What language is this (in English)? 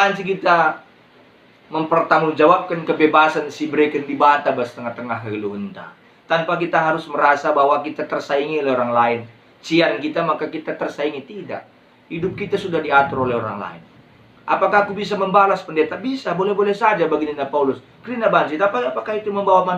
Batak Karo